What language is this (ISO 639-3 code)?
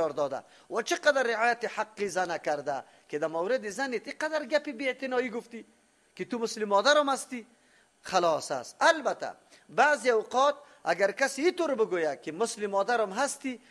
fas